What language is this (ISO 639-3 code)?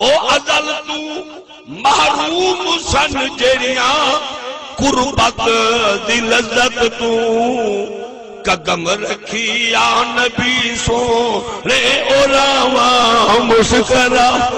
skr